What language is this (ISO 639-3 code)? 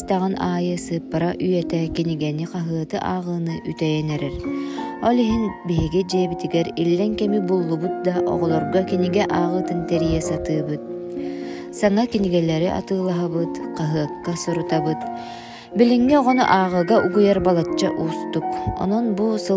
sah